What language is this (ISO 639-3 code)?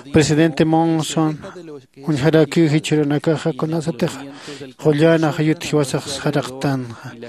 aym